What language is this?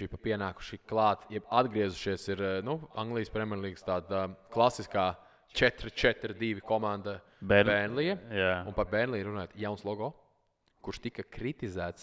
Latvian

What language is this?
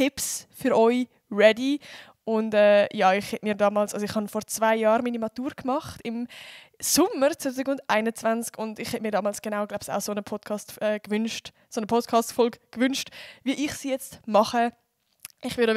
Swiss German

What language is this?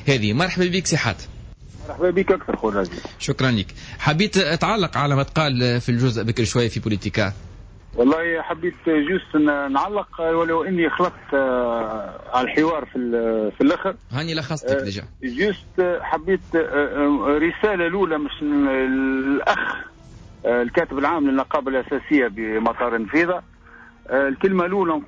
Tunisian Arabic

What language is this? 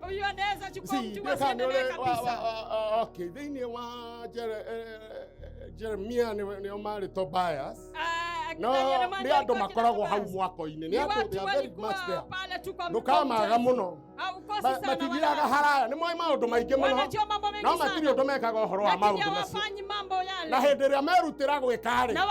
Kikuyu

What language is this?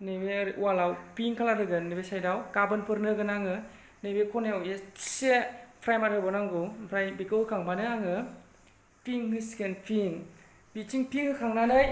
Bodo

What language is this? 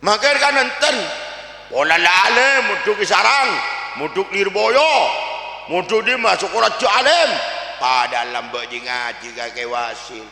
Madurese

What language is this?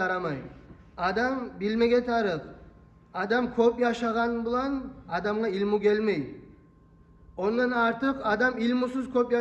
Kumyk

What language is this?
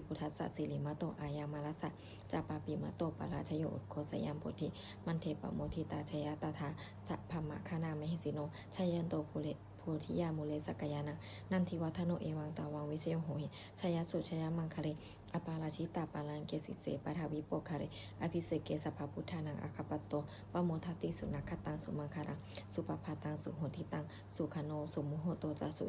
Pali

